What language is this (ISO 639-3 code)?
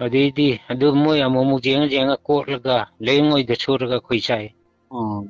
mni